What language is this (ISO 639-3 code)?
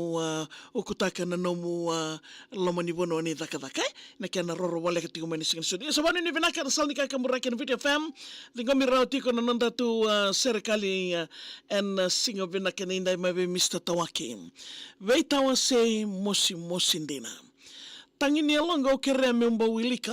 fij